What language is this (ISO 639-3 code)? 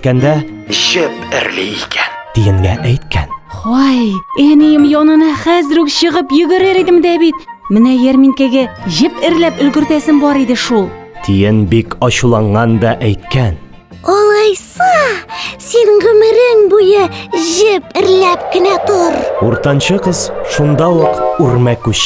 tat